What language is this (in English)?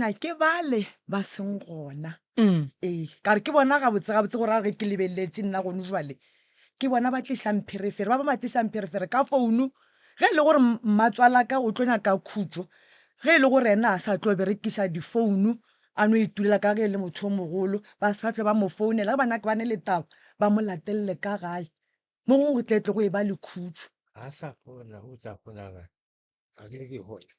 Northern Sotho